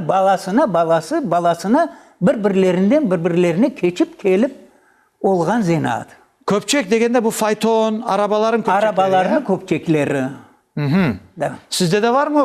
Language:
Crimean Tatar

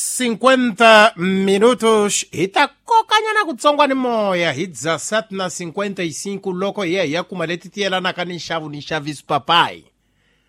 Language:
Tsonga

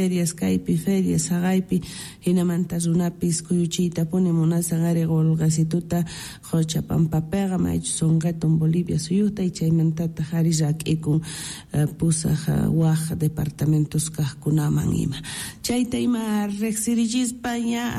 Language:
South Bolivian Quechua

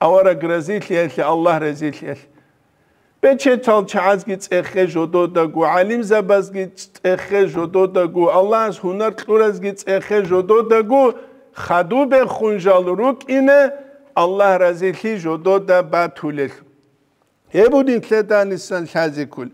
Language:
Avaric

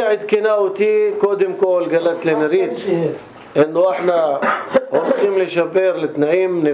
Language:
North Levantine Arabic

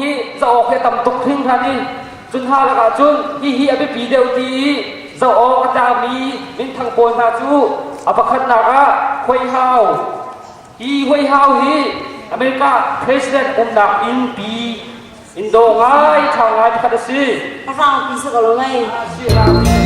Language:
Hakha Chin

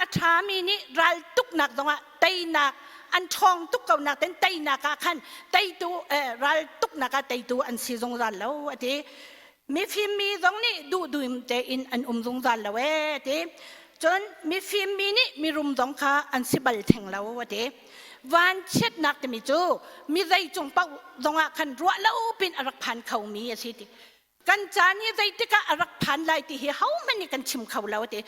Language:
Hakha Chin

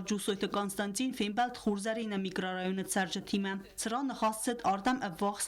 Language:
Ossetic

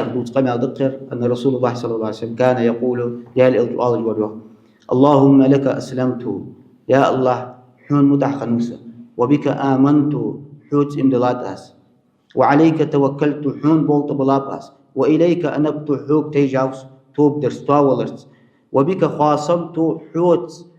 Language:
Ingush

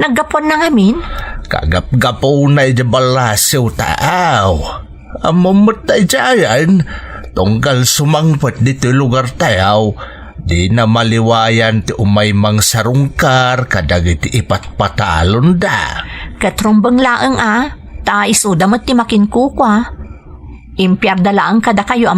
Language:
Iloko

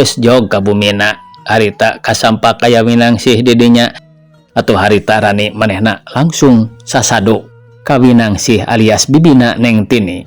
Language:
Sundanese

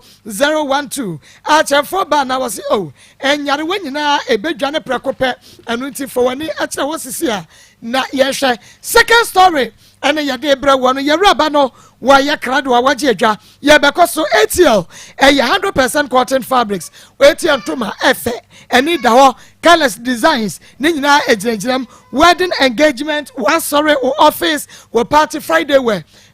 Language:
Akan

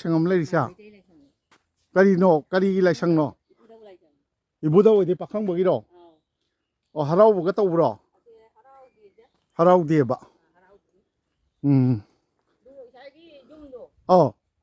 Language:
Manipuri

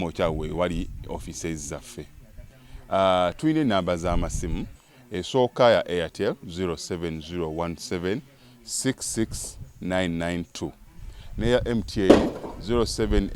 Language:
Ganda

